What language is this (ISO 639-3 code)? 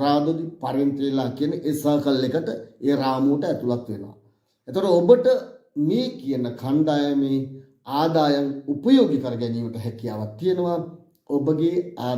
sin